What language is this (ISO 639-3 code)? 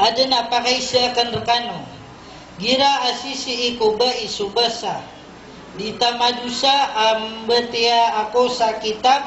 mrw